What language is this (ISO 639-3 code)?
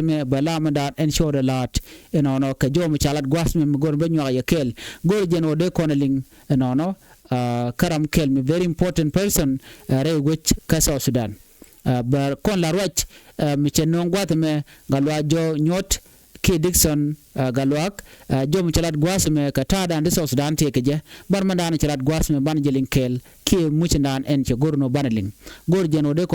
nus